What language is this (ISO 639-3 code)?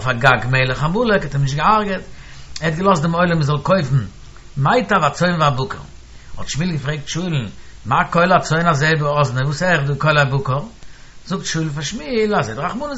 yid